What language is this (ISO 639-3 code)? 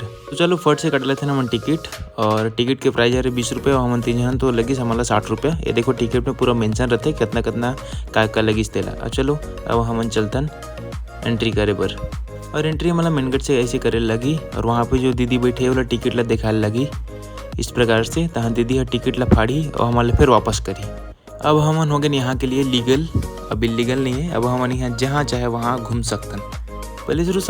hne